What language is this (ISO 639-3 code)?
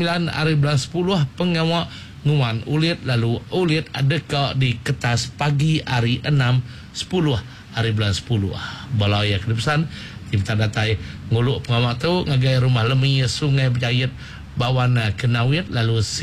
iba